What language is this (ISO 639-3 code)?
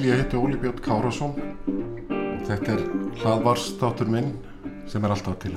isl